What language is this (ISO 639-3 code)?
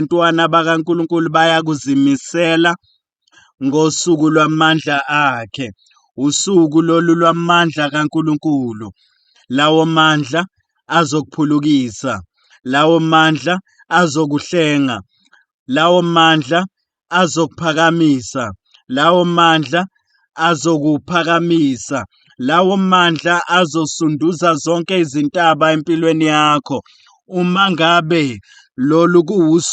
zul